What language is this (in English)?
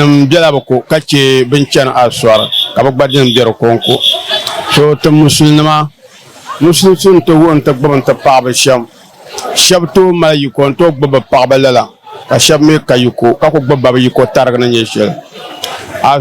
Dagbani